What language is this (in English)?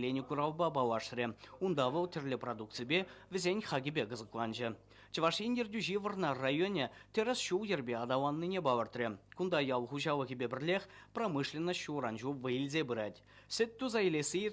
Chuvash